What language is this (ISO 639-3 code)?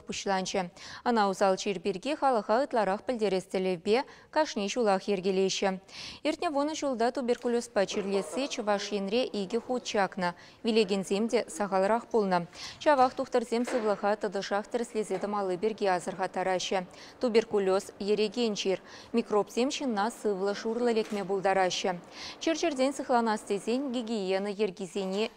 chv